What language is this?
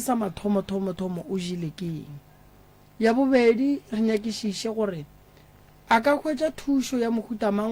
Northern Sotho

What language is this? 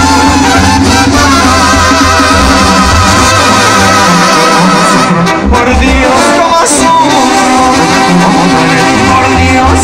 Spanish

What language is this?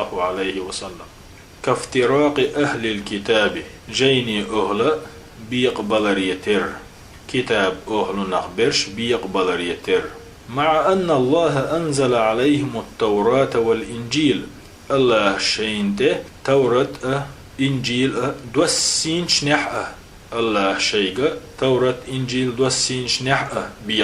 Chechen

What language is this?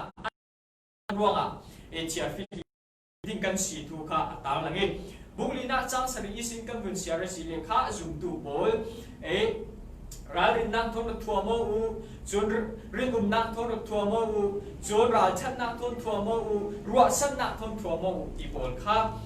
Falam Chin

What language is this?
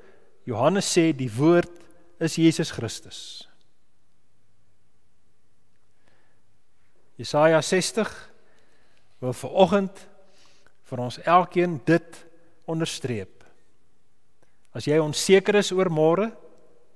Afrikaans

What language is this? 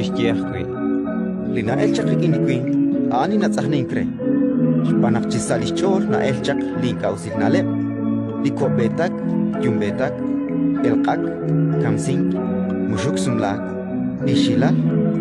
Kekchí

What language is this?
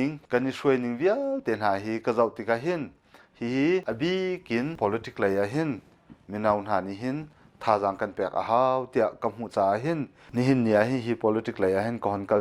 Hakha Chin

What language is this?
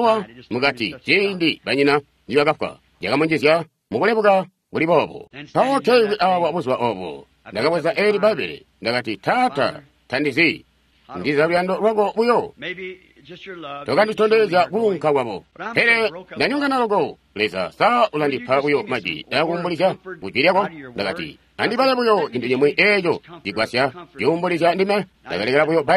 Tonga (Zambia)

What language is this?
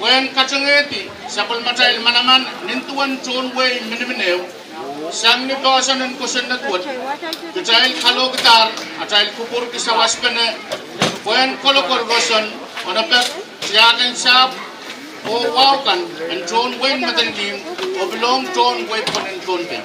Pohnpeian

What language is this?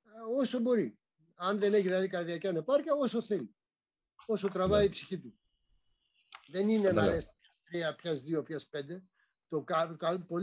Greek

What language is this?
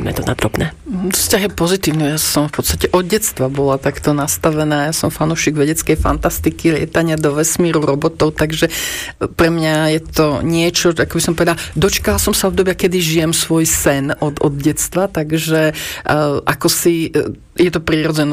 Slovak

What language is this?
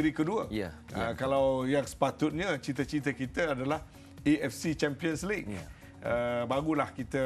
Malay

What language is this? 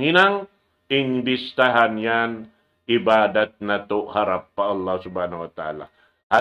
Tausug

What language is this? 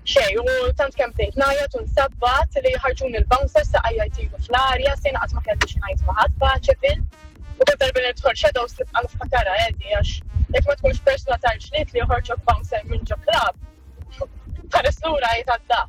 Maltese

